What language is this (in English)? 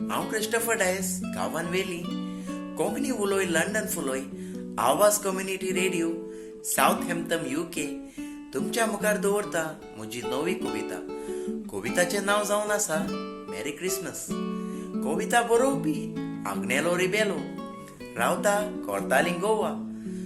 Konkani